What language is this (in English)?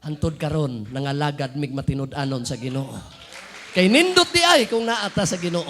Cebuano